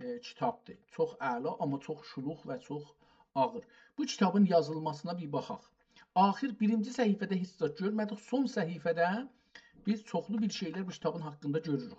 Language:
South Azerbaijani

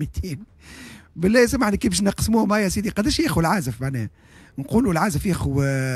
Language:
Tunisian Arabic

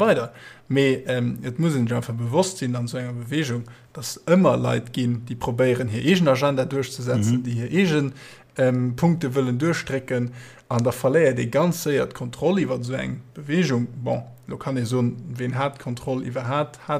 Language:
Luxembourgish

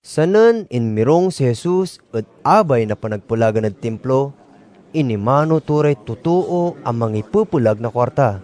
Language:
Pangasinan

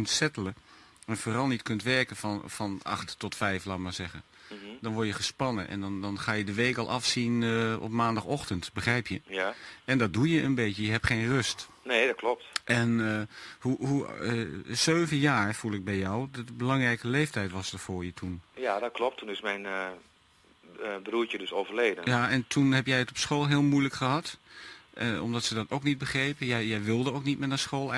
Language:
Dutch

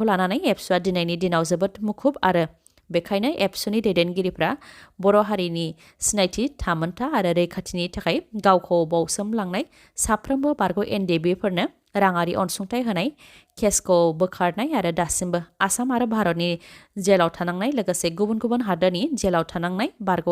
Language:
Bodo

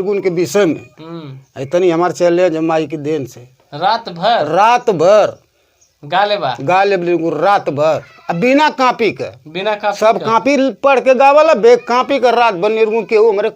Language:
Bhojpuri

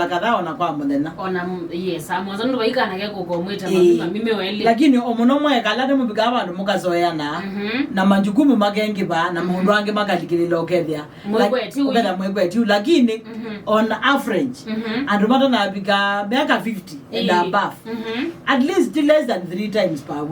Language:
Kamba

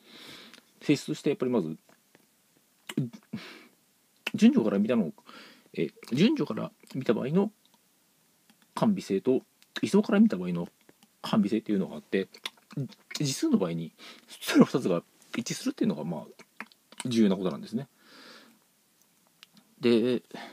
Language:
Japanese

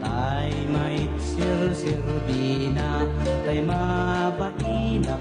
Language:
Iloko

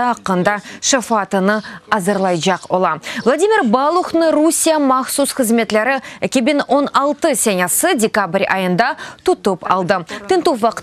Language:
Crimean Tatar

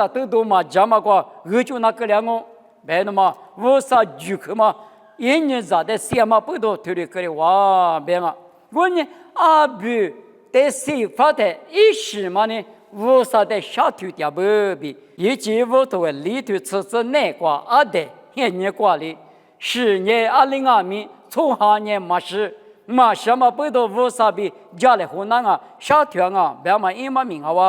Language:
Lisu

